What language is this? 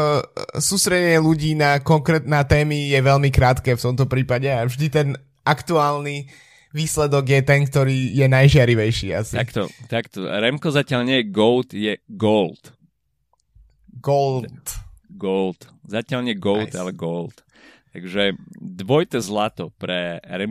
Slovak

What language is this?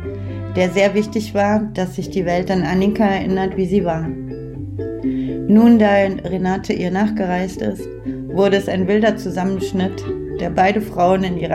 German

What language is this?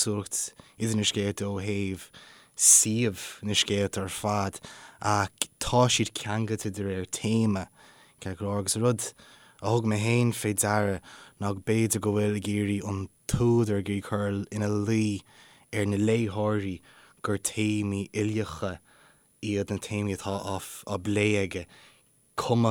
Irish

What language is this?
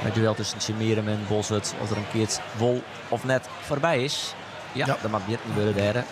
Western Frisian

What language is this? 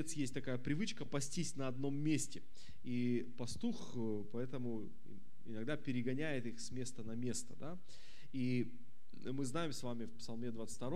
Russian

